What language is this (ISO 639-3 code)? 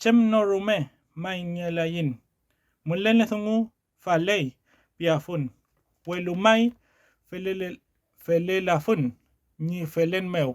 arn